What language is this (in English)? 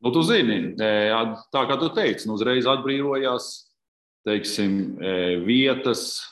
Latvian